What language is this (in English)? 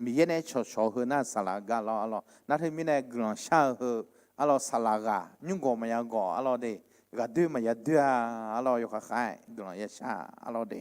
Akha